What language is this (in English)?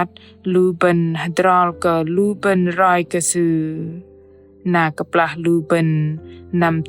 Bahnar